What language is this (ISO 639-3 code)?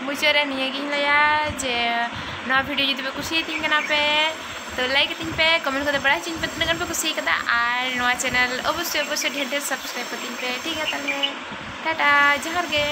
sat